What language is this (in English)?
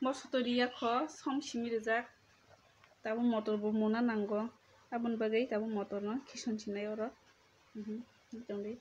Kok Borok